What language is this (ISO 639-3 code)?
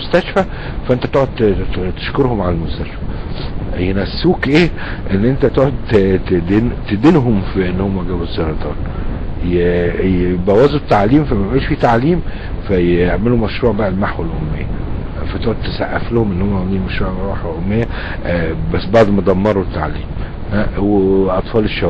arz